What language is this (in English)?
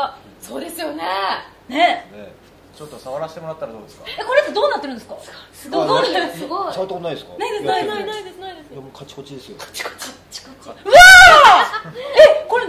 Japanese